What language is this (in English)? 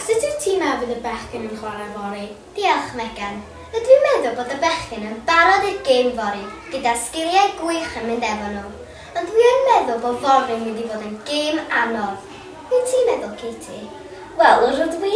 Welsh